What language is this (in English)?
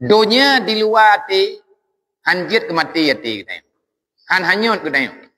Achinese